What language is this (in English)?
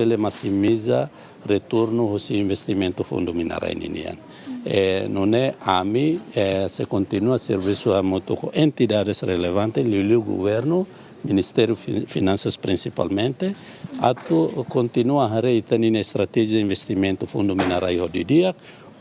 Tetum